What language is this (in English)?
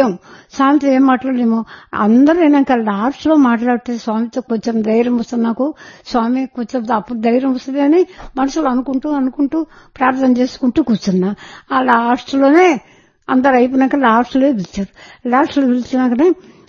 Telugu